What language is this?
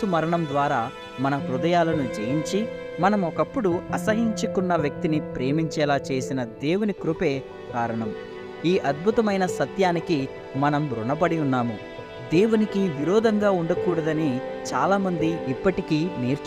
Telugu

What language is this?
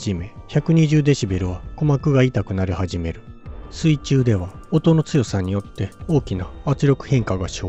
Japanese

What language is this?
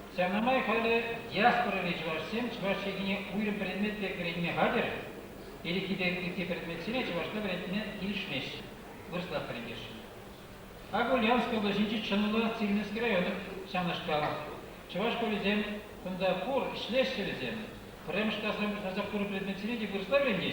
Chuvash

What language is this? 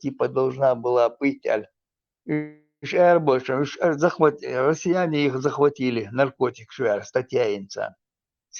Chechen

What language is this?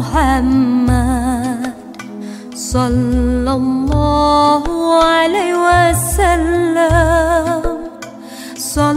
Malay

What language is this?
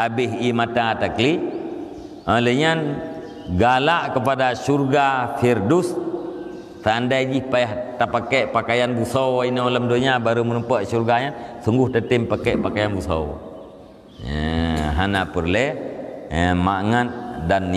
Achinese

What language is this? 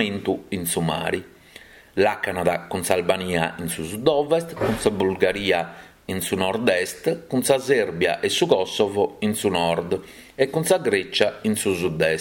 Sardinian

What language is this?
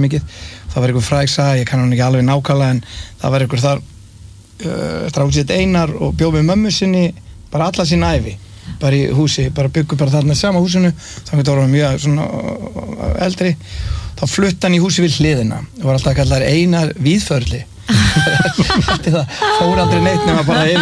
Icelandic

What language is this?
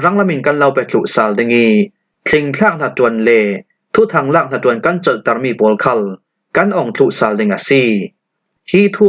Falam Chin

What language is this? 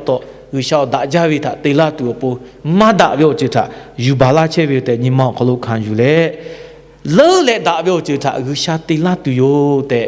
Lahu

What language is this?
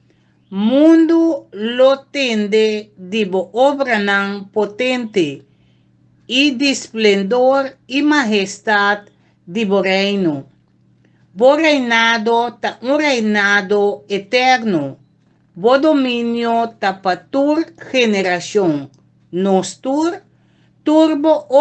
Papiamento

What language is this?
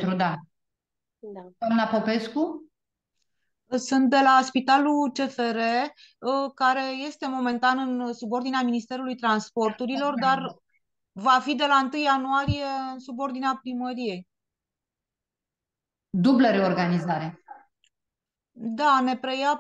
Romanian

